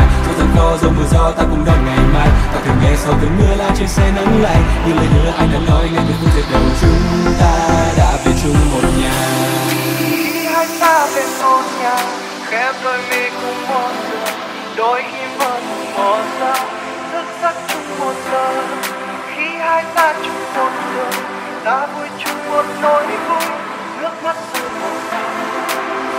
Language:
Vietnamese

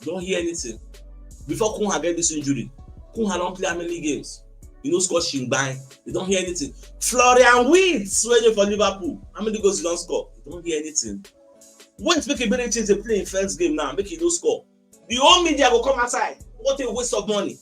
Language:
Nigerian Pidgin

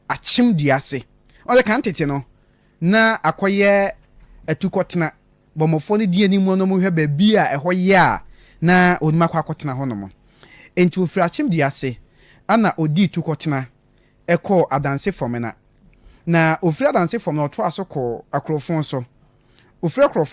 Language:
Akan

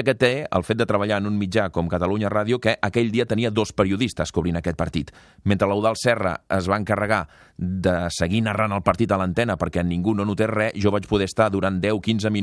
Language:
Catalan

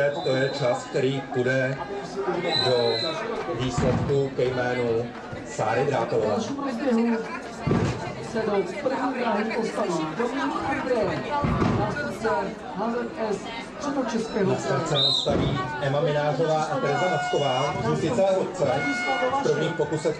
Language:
Czech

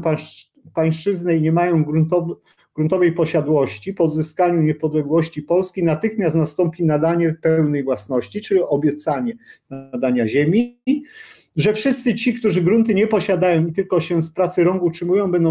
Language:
Polish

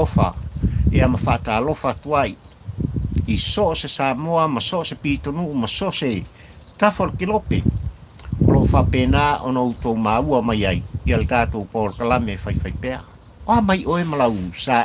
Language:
Samoan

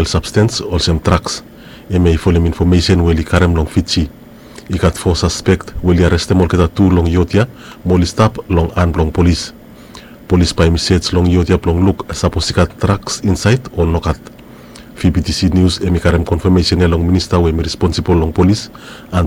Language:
Bislama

